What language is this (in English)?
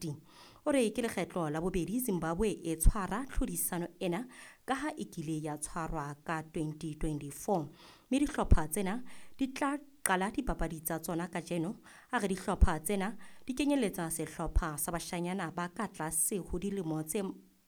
Southern Sotho